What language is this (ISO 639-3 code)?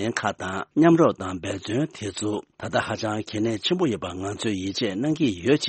bod